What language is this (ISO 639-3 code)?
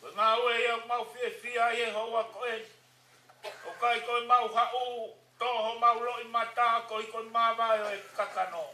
ton